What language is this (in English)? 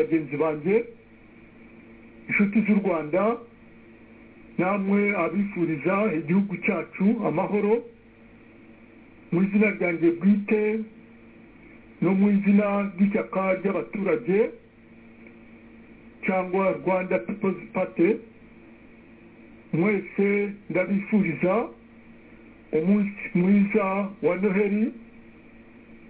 Kinyarwanda